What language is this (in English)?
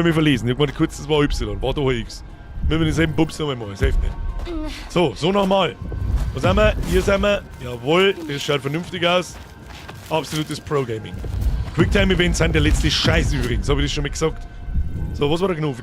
Bavarian